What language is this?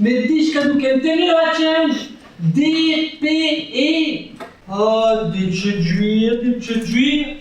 Breton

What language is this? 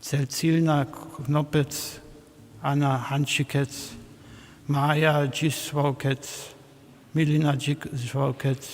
Upper Sorbian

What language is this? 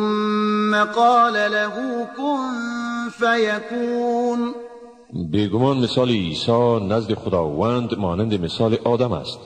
Tajik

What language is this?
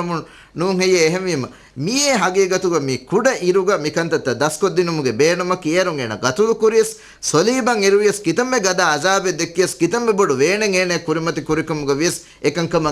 Divehi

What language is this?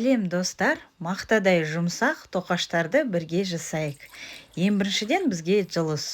Kazakh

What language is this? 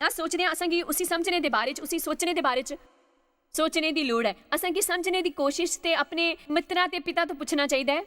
Dogri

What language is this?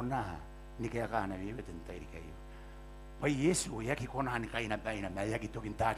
Gilbertese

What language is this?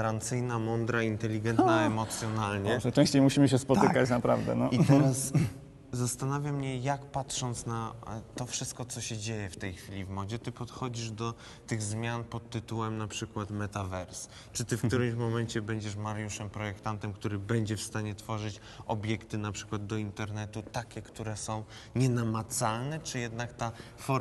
Polish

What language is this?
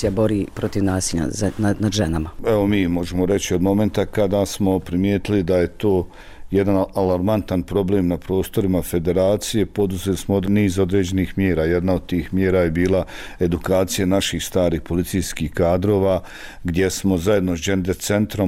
Bosnian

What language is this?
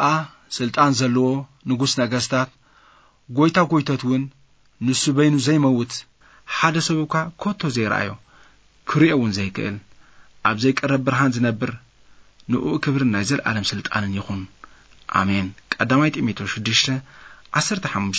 Tigrinya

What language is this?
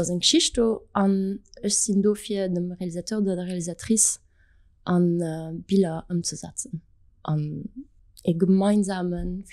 Luxembourgish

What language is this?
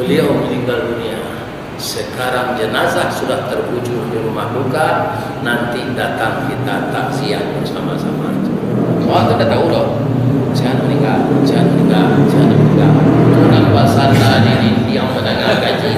Minangkabau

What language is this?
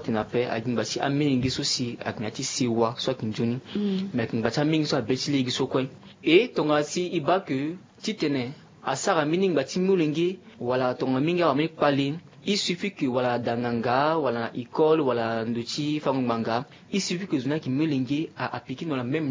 Sango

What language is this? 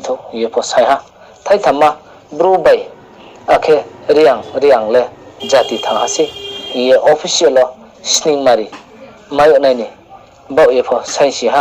Riang (India)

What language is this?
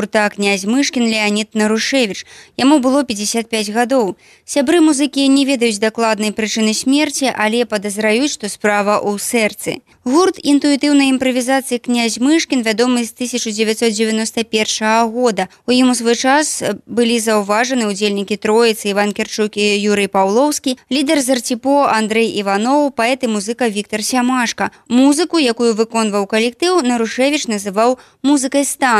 Belarusian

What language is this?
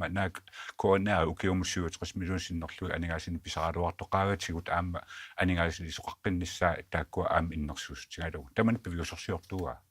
Kalaallisut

